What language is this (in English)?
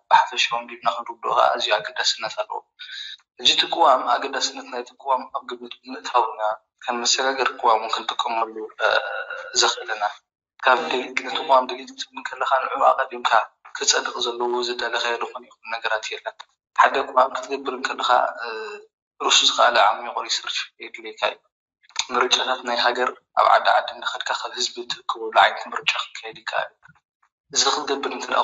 Tigrinya